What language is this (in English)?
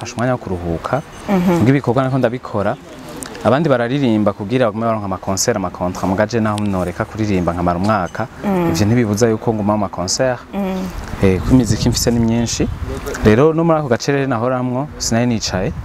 Rundi